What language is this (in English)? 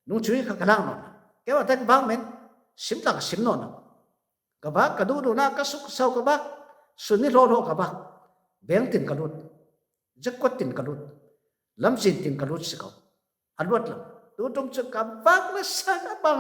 Falam Chin